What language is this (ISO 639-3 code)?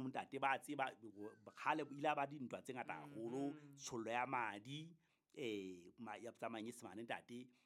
sot